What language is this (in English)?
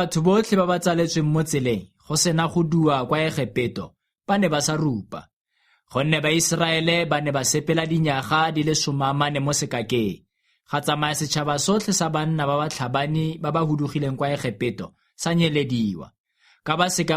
Tswana